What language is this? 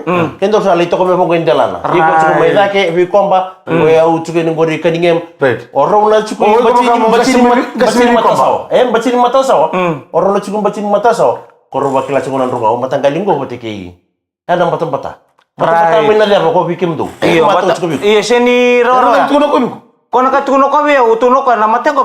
Fijian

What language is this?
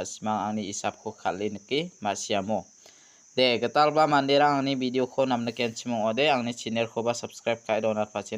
Garo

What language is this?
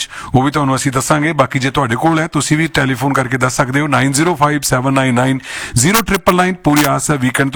Punjabi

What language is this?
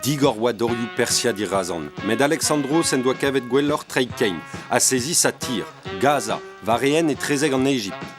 Breton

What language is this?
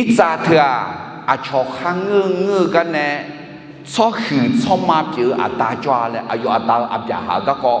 Akha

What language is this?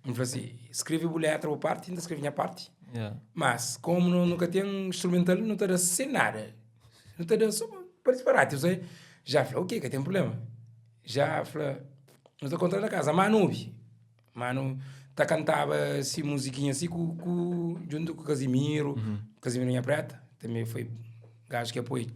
Kabuverdianu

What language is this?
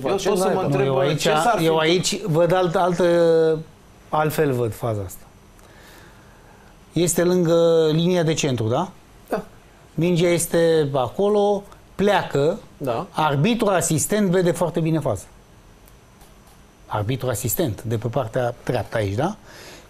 Romanian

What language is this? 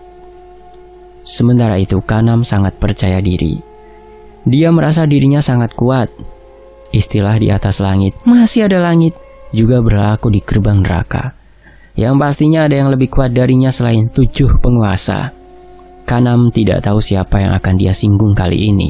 Indonesian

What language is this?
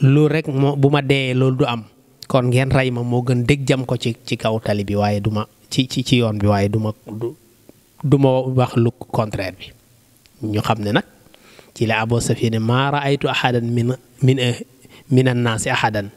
Wolof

